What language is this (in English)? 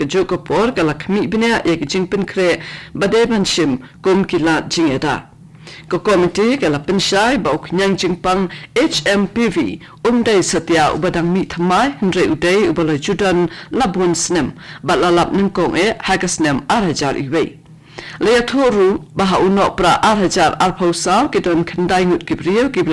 Khasi